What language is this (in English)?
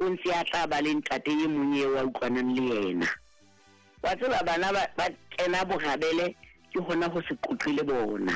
Southern Sotho